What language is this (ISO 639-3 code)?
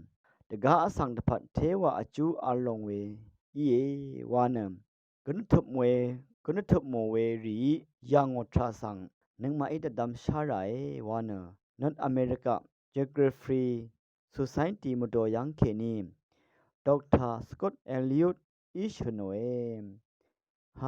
raw